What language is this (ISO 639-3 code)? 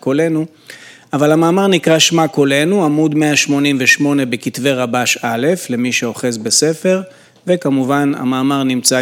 heb